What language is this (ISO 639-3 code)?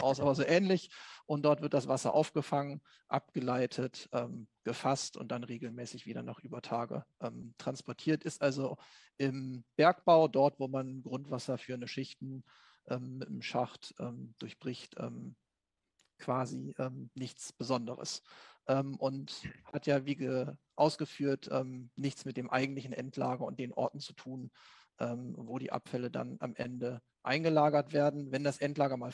deu